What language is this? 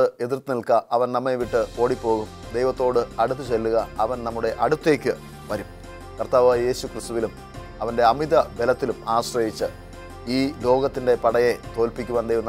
Malayalam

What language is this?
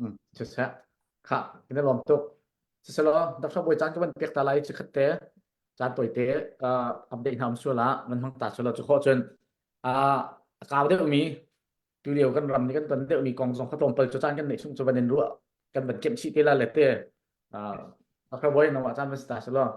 Hakha Chin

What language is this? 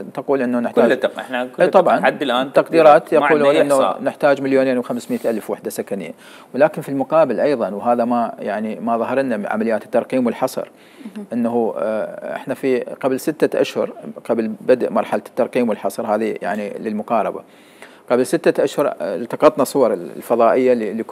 Mesopotamian Arabic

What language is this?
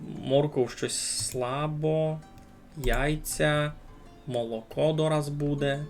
Rusyn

